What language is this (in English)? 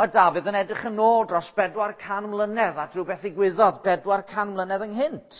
Welsh